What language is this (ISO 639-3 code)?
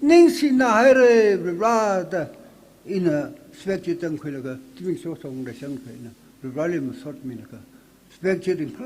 nmf